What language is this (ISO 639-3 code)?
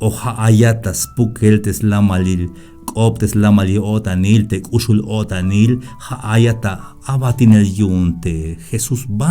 tzh